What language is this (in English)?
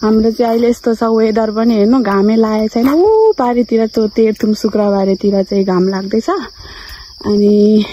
Nepali